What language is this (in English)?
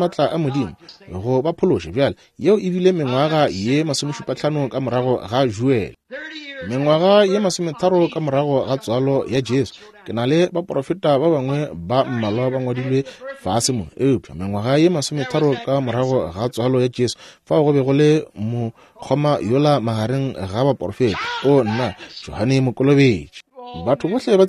Northern Sotho